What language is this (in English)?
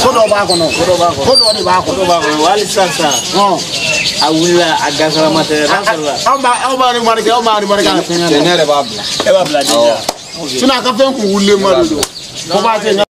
Bambara